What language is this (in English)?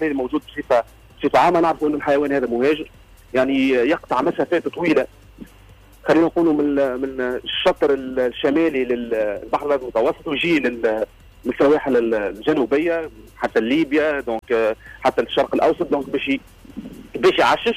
Tunisian Arabic